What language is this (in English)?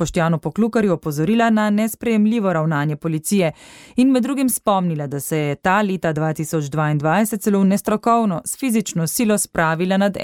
Slovenian